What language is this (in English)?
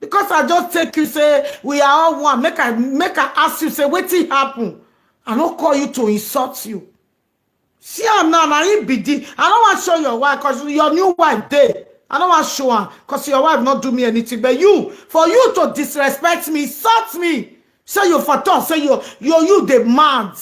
Nigerian Pidgin